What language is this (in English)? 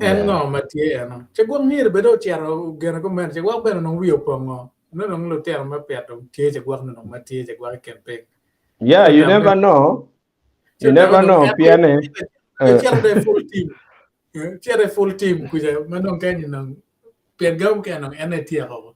Acoli